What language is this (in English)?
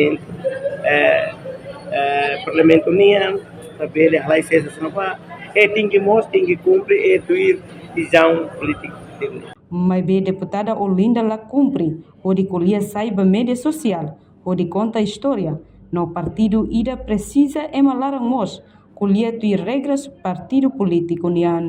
Tetum